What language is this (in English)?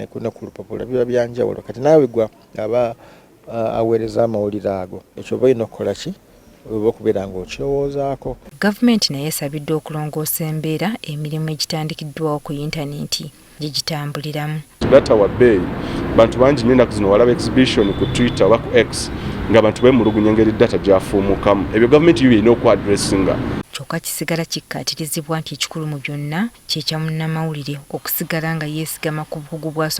Ganda